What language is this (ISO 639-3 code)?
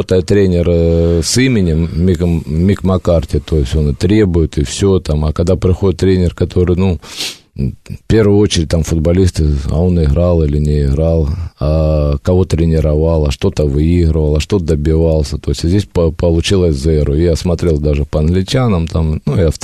rus